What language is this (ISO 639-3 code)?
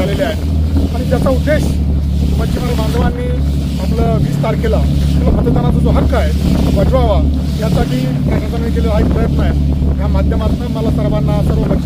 mar